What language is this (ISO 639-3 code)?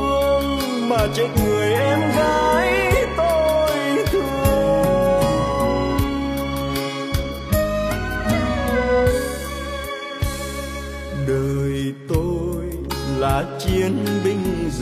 vie